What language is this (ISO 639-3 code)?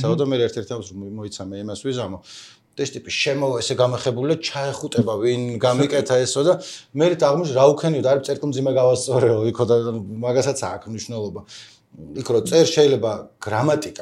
kat